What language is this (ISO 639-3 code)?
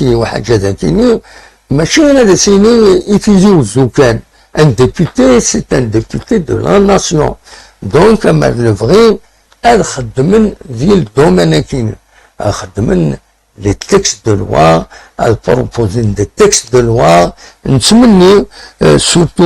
kab